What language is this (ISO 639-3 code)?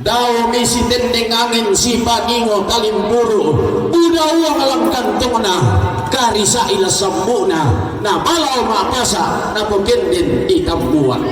sda